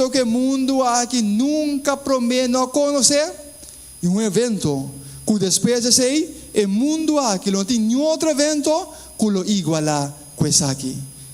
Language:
Papiamento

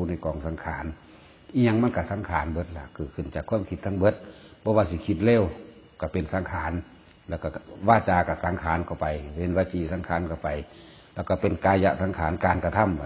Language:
Northeastern Thai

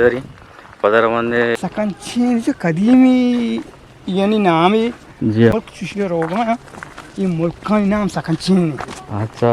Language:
Eastern Balochi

